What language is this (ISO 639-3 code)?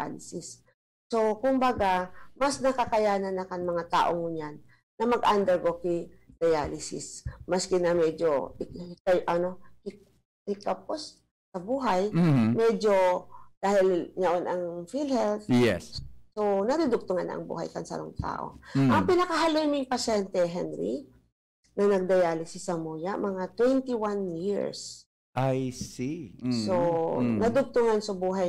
bik